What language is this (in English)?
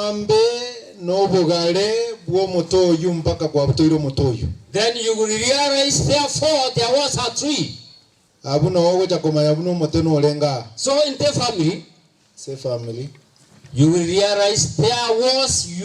Gusii